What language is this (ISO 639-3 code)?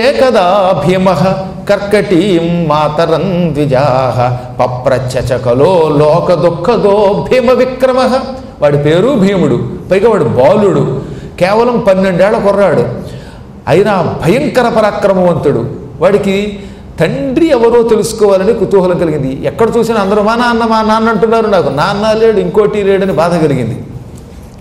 tel